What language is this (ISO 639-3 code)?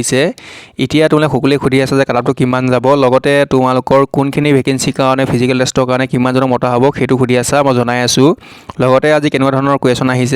asm